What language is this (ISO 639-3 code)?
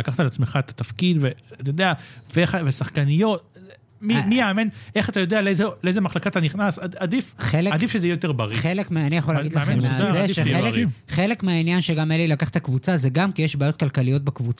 heb